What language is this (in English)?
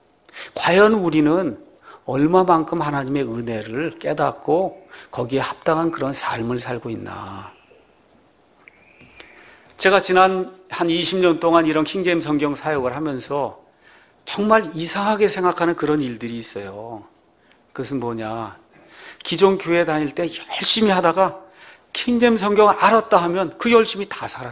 Korean